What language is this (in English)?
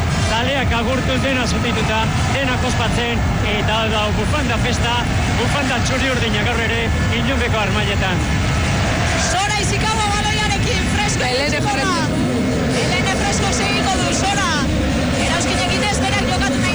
Basque